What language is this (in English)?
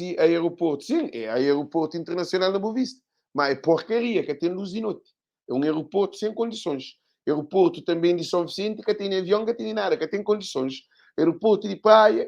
Kabuverdianu